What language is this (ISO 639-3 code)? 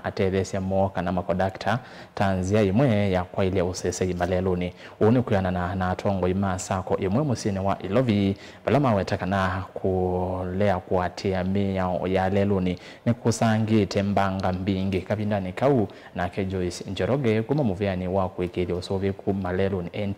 kam